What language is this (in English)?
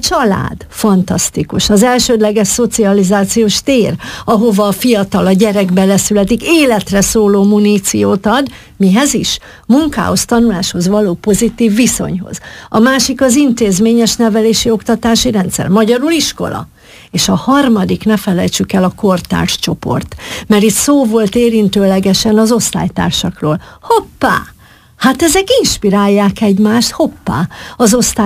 Hungarian